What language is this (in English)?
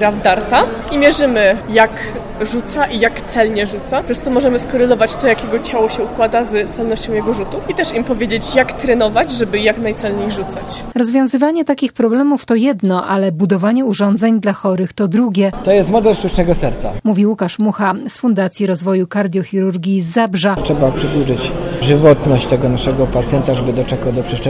Polish